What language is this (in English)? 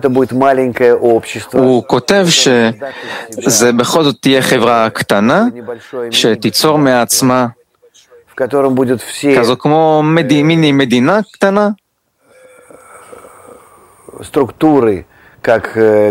Hebrew